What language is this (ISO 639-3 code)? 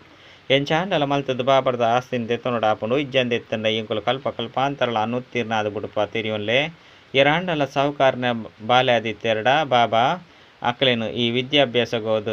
tcy